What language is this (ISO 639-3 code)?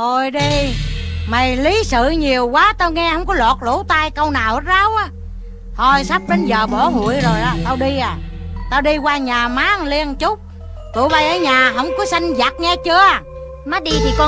vie